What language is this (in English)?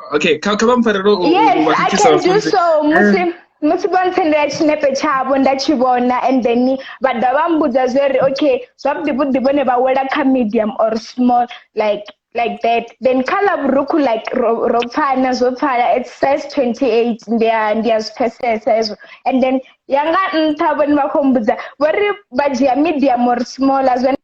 Venda